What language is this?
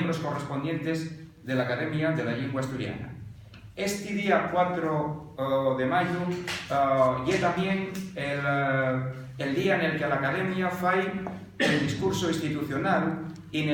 Asturian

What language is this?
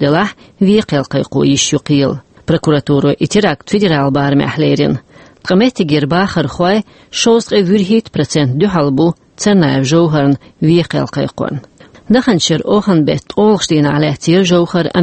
Chechen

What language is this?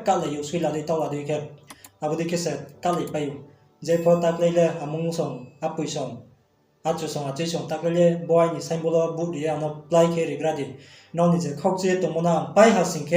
Riang (India)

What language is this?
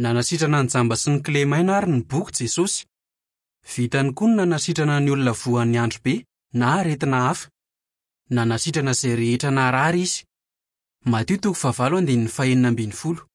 Malagasy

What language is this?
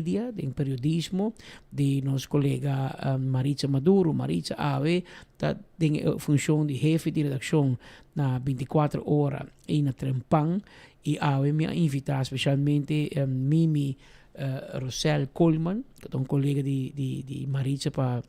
Papiamento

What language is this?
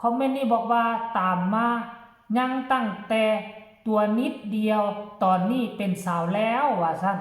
Northeastern Thai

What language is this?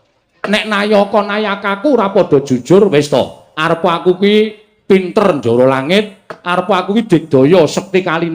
Javanese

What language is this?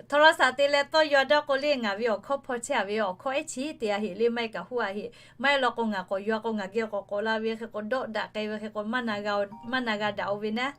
Lahu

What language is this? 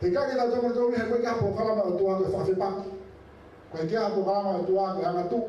Tongan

